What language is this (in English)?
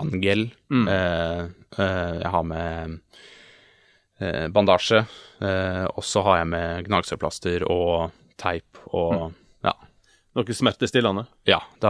Norwegian